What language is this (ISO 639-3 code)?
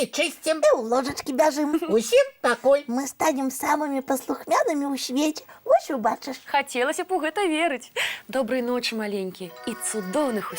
bel